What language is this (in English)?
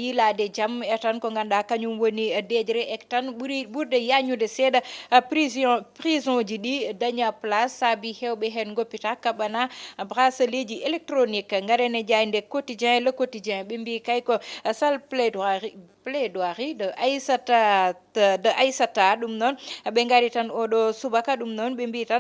Fula